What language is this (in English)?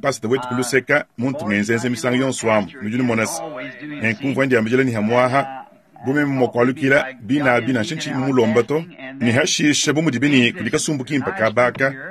Luba-Lulua